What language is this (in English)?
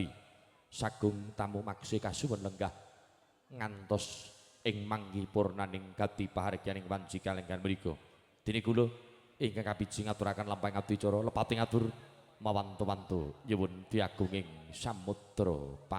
Javanese